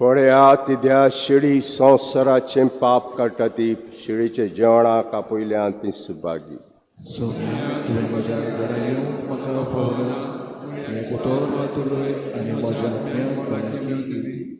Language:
Konkani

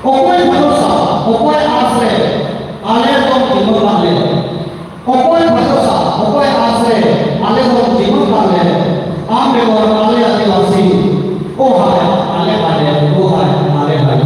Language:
Santali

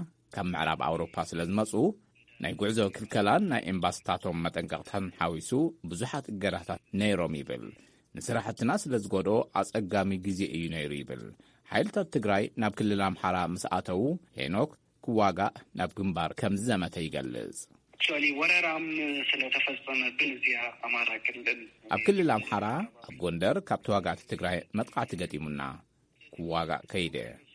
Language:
Tigrinya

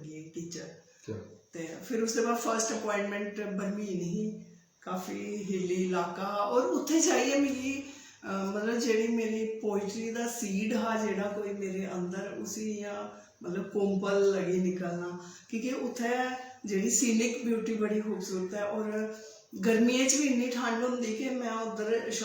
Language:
Dogri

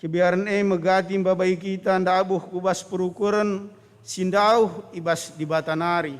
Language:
Batak Karo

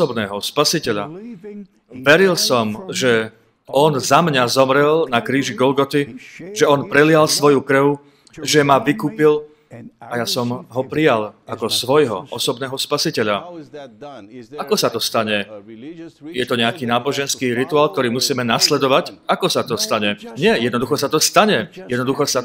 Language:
Slovak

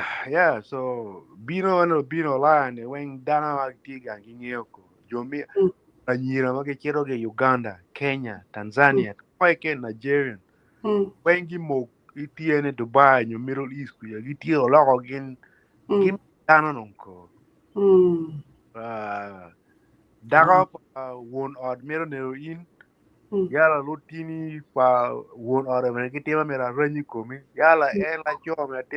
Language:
Acoli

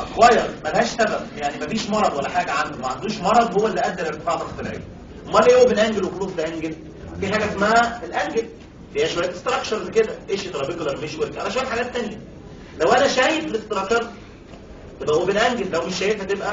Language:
Egyptian Arabic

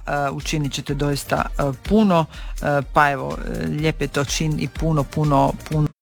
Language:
Croatian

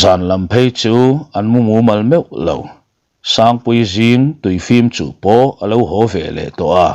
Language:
Mizo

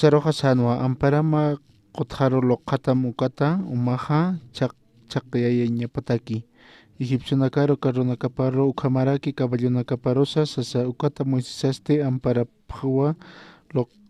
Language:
Aymara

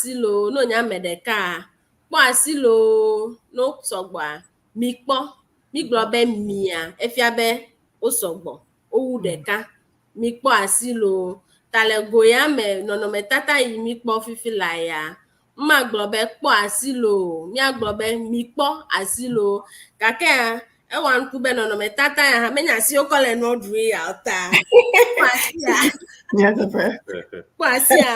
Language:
Ewe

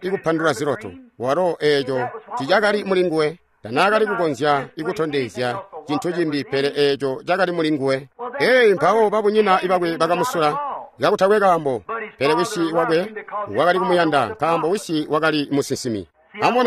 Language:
Tonga (Zambia)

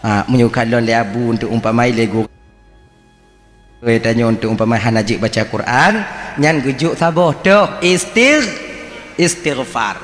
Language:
Achinese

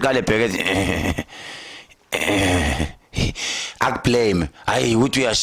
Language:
Zulu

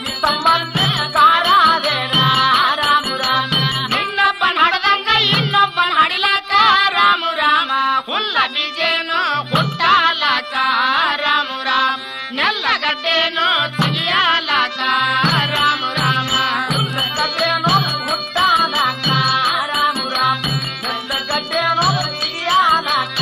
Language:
Kannada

